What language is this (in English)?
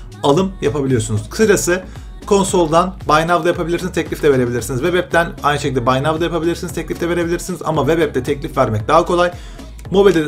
Turkish